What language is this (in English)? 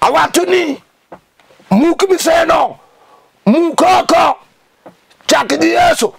Luo (Kenya and Tanzania)